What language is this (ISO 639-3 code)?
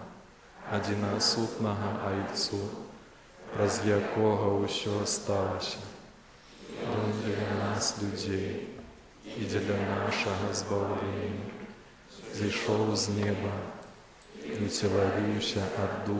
bel